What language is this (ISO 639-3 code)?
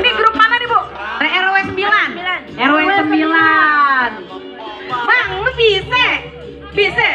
bew